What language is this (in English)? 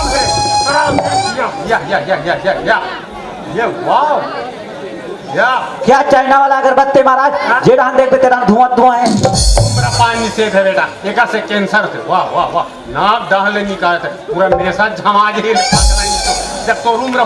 Chhattisgarhi